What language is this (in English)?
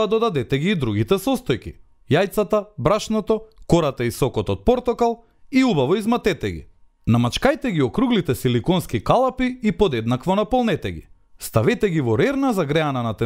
Macedonian